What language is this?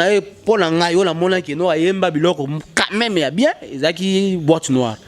Lingala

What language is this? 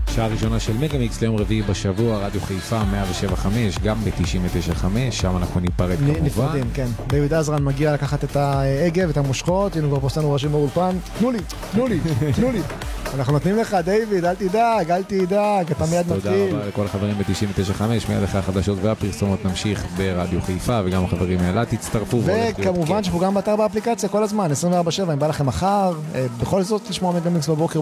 Hebrew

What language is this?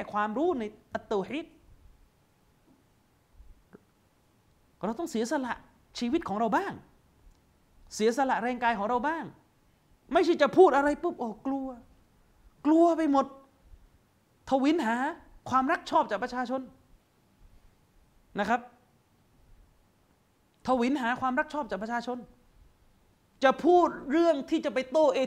Thai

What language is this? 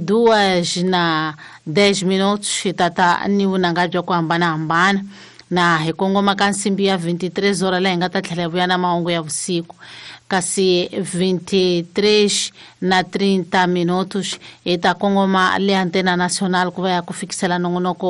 Tsonga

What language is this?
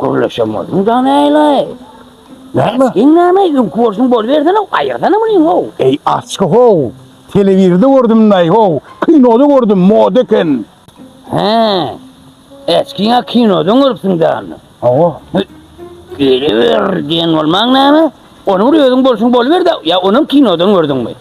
Turkmen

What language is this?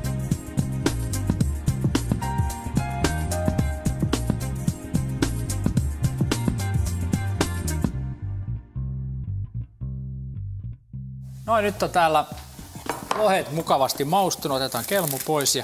Finnish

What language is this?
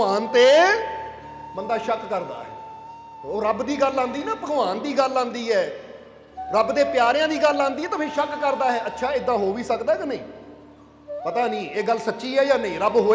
Punjabi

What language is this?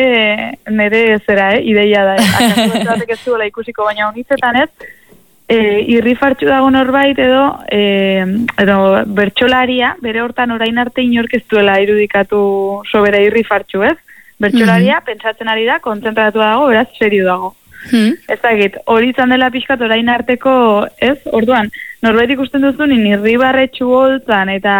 Basque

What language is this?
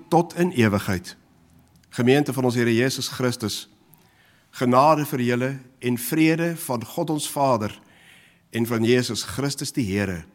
Afrikaans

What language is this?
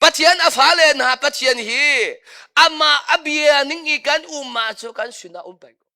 Hakha Chin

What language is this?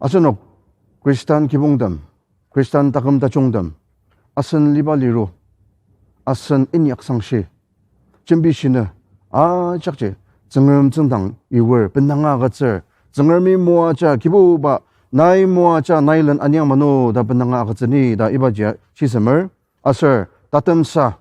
Ao Naga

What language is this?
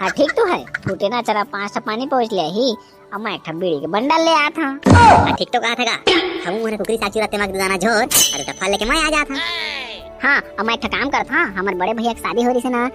Chhattisgarhi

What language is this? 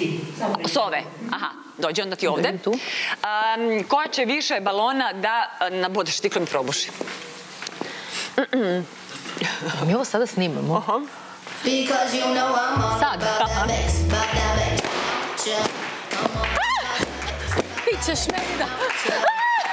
Serbian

